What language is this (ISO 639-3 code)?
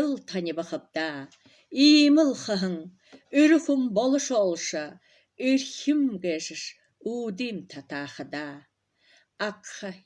bua